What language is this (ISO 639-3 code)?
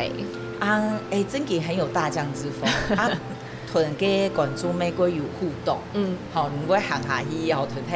hak